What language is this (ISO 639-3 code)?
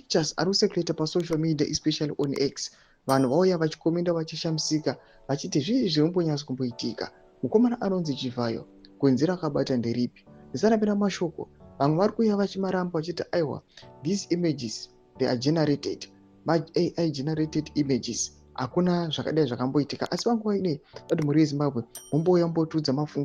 sna